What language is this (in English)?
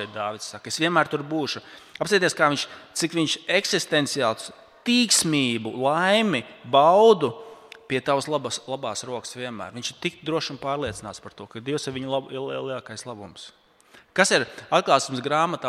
Latvian